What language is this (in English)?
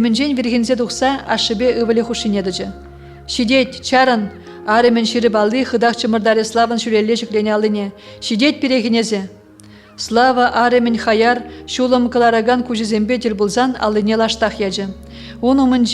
Chuvash